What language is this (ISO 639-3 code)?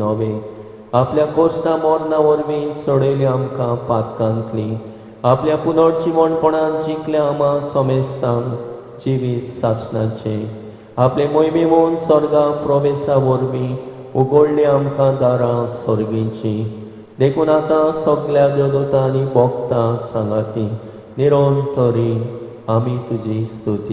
kok